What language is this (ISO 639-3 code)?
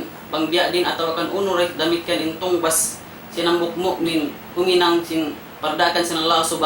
tsg